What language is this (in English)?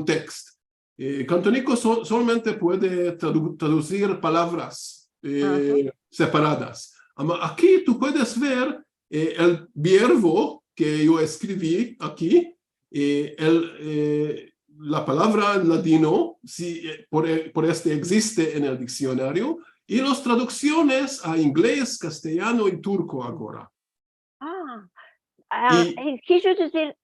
Ladino